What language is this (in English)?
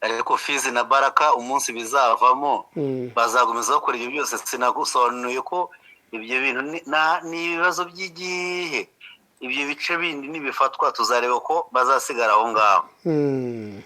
Kinyarwanda